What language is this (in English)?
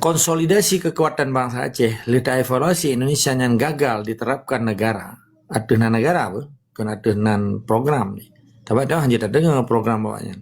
Achinese